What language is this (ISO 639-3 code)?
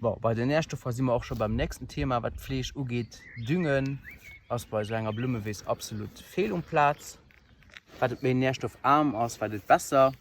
ltz